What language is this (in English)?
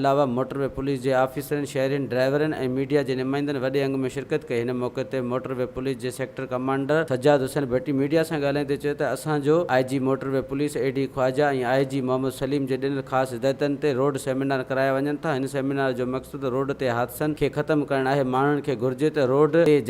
Sindhi